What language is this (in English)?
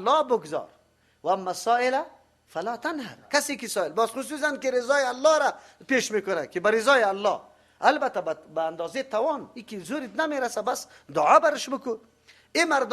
Persian